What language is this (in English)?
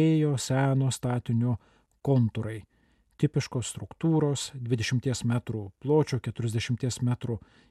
Lithuanian